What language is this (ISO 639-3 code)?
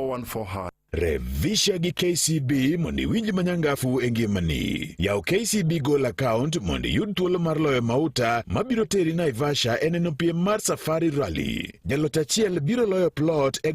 luo